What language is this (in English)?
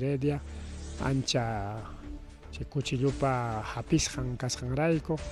Ayacucho Quechua